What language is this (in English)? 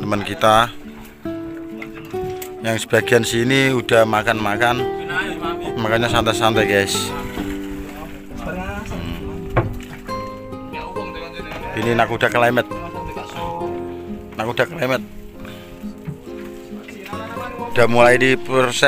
Indonesian